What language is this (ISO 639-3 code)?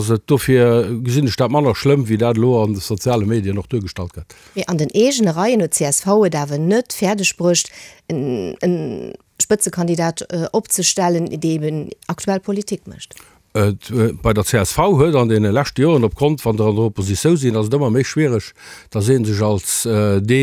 ltz